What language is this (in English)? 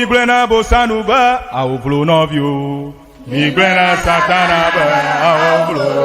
Ewe